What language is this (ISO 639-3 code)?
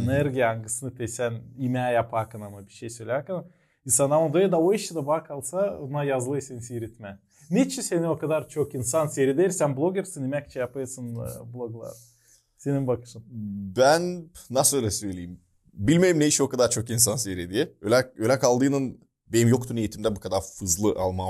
gag